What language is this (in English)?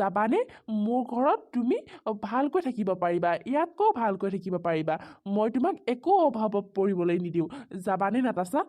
Assamese